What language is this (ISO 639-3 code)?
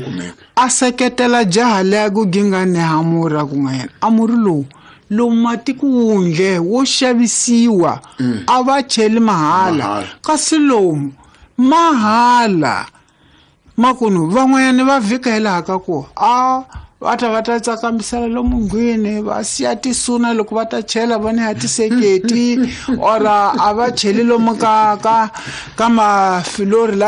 tso